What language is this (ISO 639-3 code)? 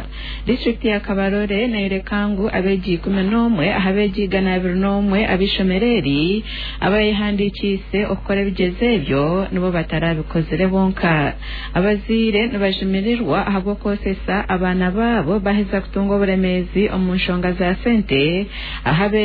nyn